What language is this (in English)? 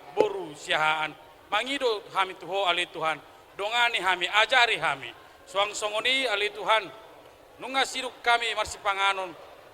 Batak Toba